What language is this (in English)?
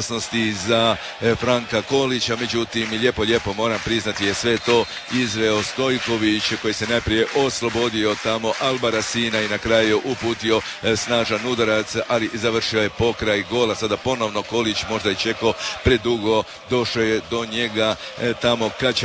Croatian